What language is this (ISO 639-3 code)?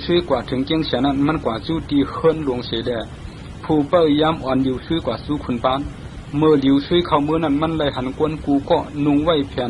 shn